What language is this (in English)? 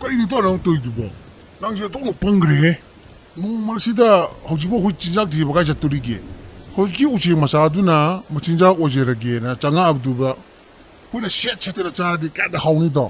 Manipuri